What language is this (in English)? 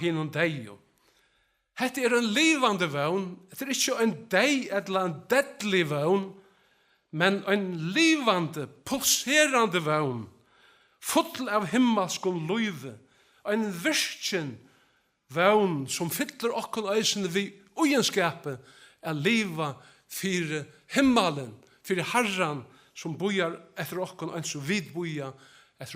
Faroese